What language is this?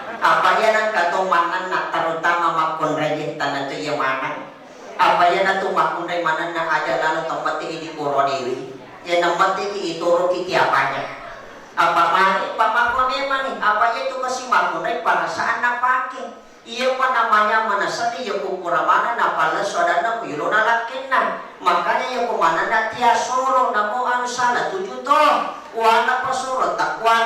Buginese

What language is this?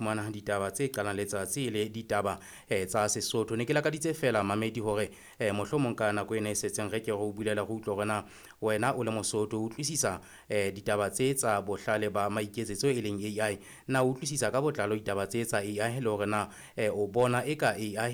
Southern Sotho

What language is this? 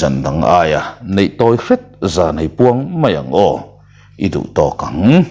Mizo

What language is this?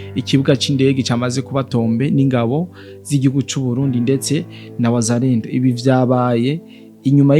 Rundi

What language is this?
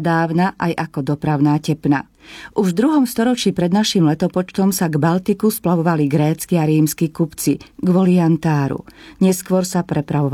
Slovak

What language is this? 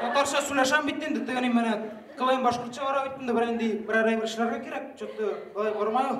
Bashkir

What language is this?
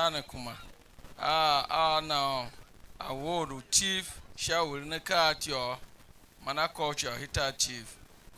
Tiv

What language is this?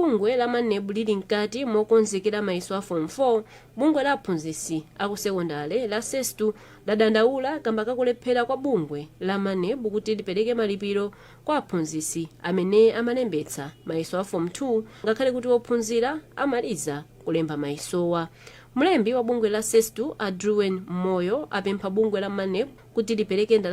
Nyanja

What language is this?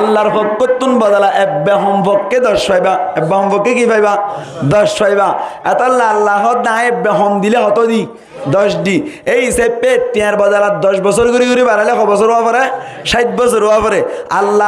Rohingya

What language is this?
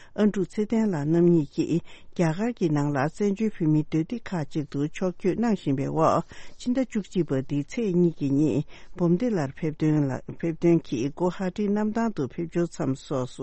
Tibetan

